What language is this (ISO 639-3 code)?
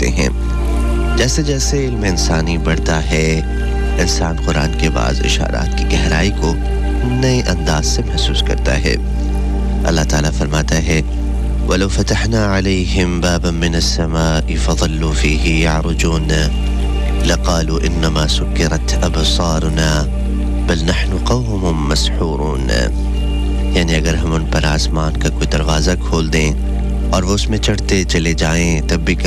urd